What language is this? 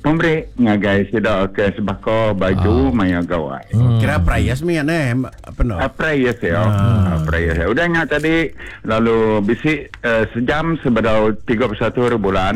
Iban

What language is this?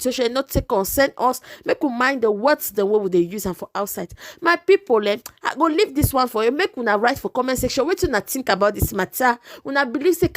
Nigerian Pidgin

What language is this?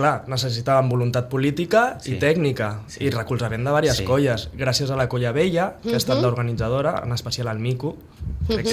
Catalan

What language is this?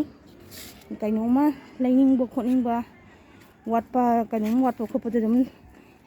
Manipuri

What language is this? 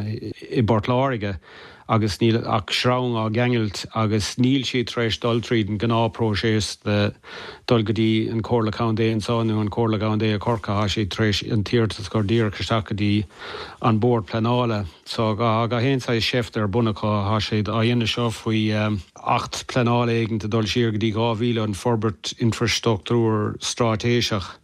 Irish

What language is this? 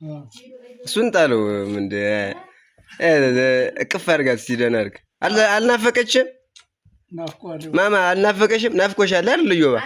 Amharic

